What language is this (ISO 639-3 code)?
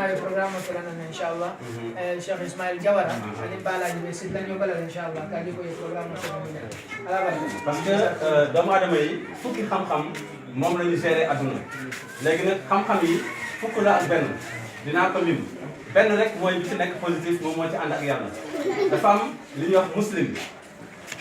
wol